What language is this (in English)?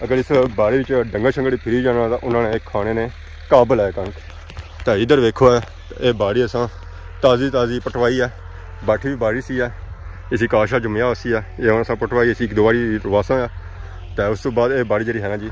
Pahari-Potwari